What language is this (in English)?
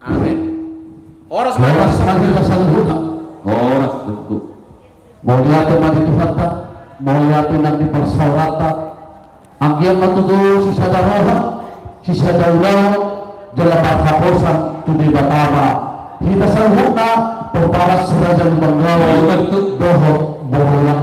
Batak Toba